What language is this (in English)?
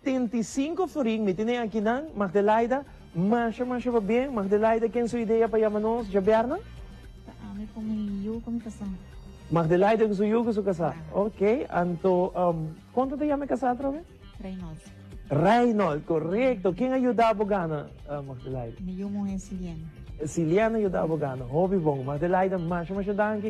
Papiamento